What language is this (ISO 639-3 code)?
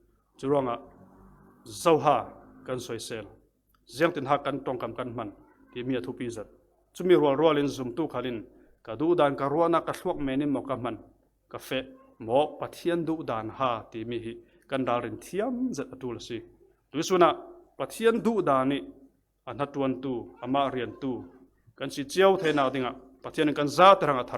cfm